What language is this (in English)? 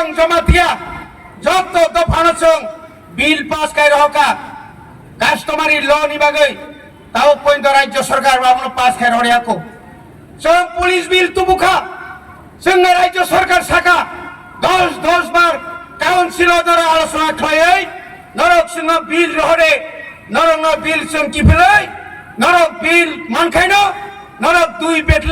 Kok Borok